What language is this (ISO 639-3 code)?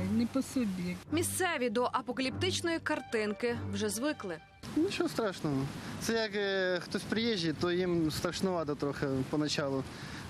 ukr